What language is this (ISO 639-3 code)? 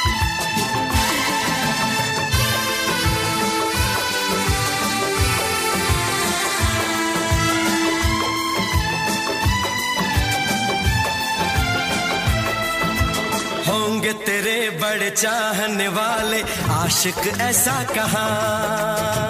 hin